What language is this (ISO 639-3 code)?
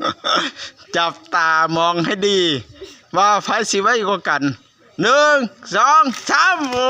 tts